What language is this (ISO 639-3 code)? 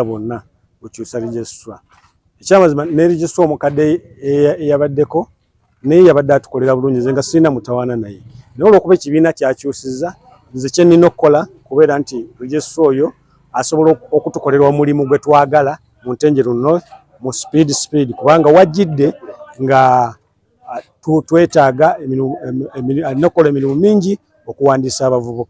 lug